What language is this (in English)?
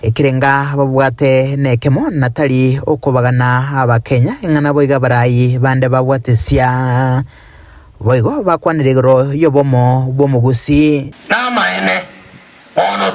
Gusii